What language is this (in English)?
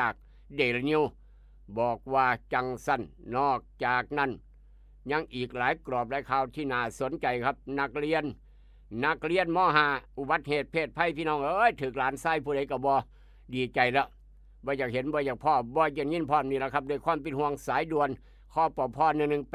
Northeastern Thai